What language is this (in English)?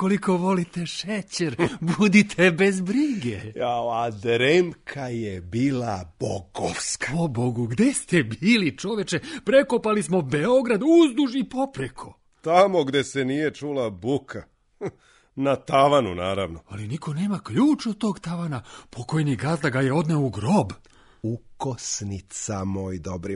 Serbian